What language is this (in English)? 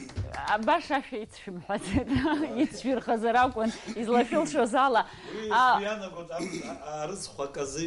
Abkhazian